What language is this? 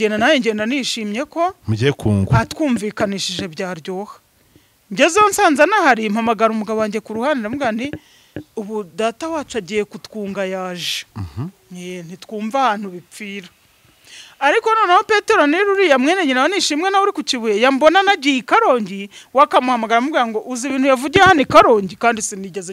Kinyarwanda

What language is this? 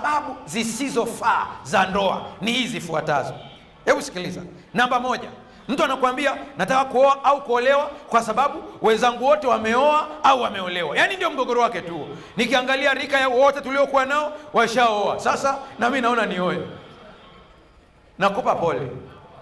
Swahili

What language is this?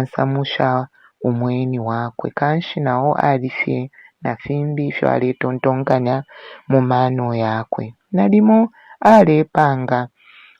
Bemba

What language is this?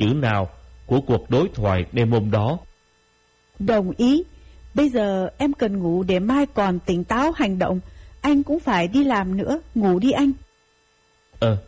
Vietnamese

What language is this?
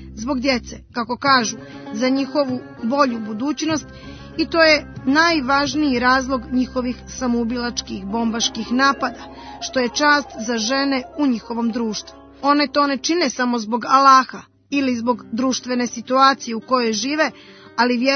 Croatian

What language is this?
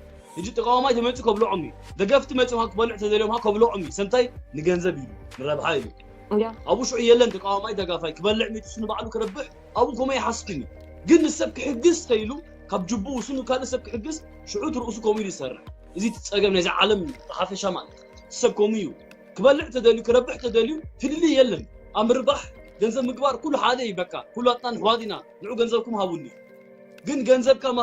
Tigrinya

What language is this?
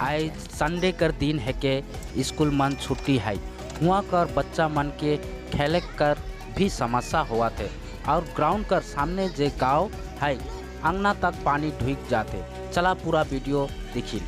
Sadri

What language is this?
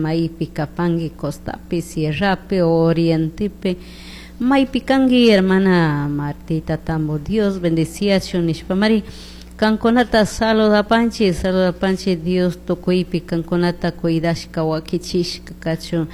Chimborazo Highland Quichua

